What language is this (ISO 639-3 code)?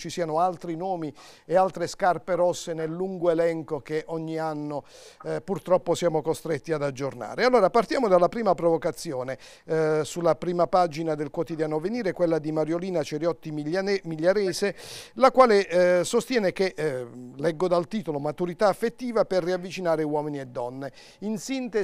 ita